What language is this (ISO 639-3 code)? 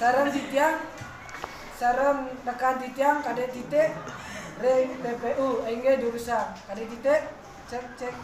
ban